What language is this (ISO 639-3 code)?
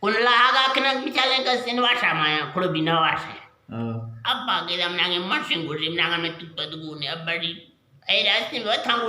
bgp